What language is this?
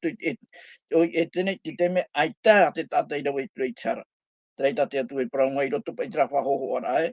Tahitian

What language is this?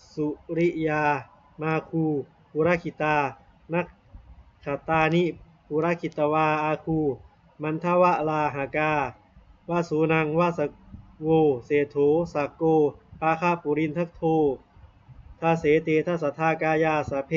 Pali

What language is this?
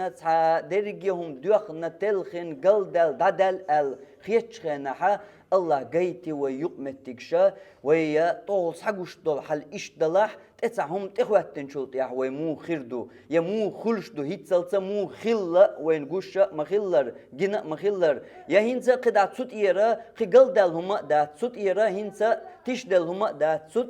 Chechen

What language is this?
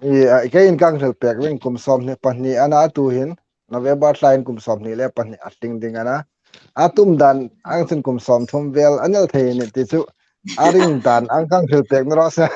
Hmar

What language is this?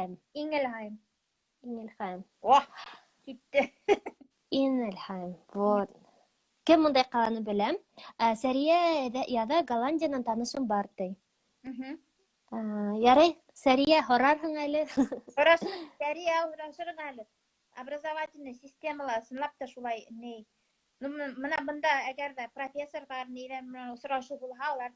Bashkir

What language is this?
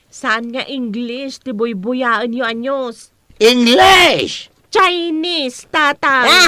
Iloko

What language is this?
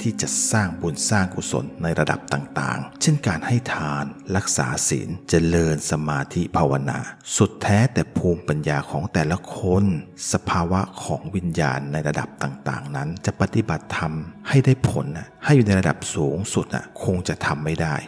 Thai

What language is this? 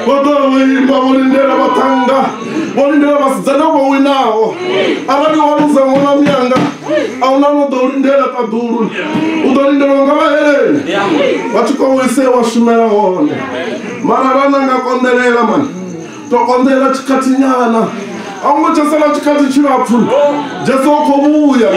Venda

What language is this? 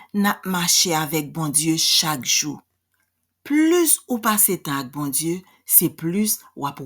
Haitian Creole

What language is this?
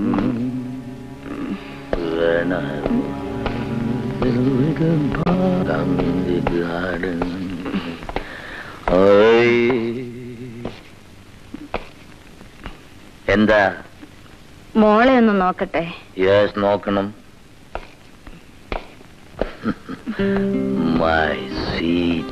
Malayalam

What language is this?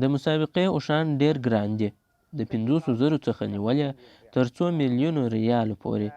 Pashto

